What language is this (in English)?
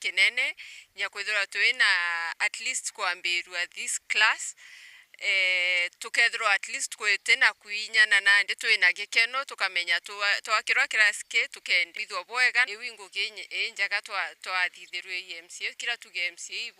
Meru